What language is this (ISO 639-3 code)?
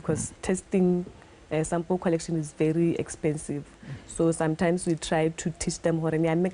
tsn